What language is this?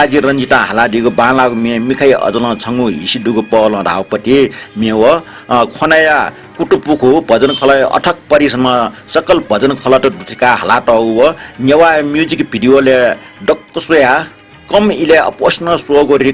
Newari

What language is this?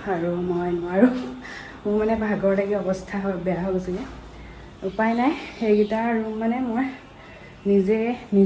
Assamese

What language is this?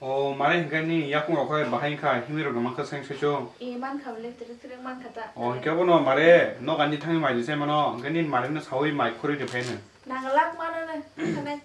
Kok Borok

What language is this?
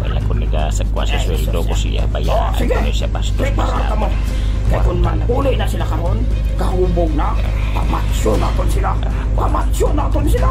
Hiligaynon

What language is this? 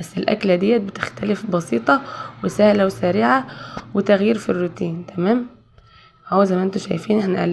Egyptian Arabic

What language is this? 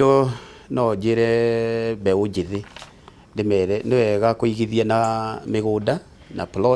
Kikuyu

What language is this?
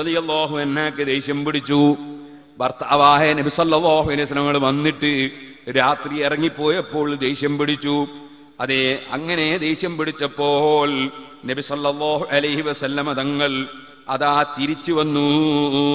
Malayalam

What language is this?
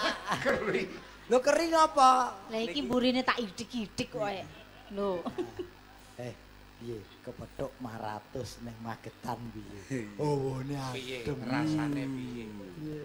Javanese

